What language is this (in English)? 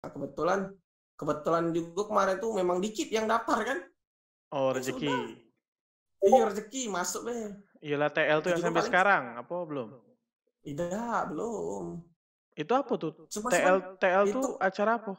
Musi